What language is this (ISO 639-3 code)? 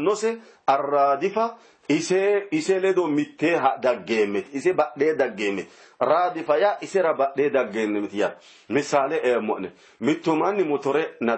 sid